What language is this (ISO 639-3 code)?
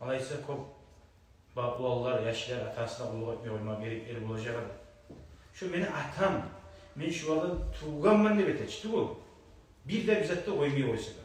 kum